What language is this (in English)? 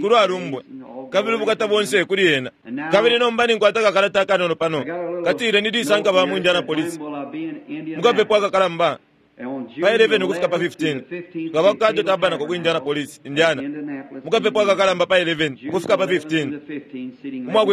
Bemba